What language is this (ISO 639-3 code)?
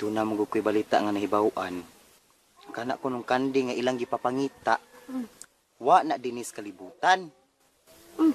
ceb